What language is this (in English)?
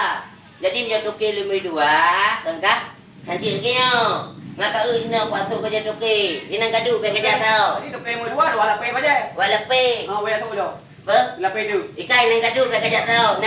Achinese